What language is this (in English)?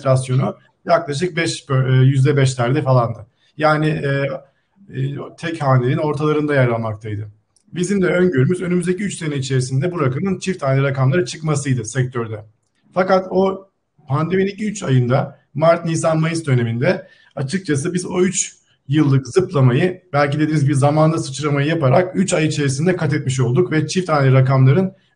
Turkish